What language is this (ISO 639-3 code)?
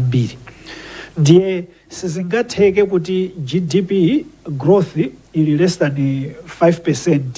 nya